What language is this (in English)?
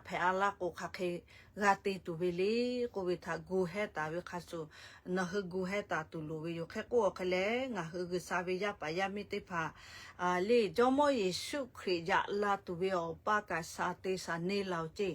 Lahu